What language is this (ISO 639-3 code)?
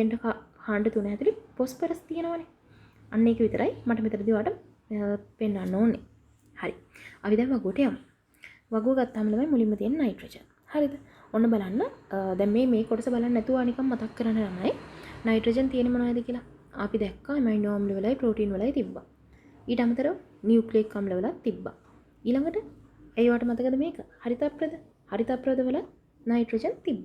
sin